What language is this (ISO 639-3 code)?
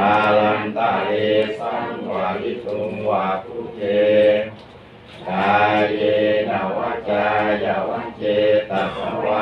pli